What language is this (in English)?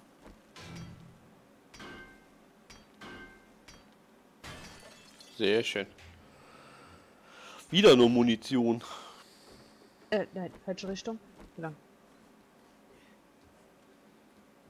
German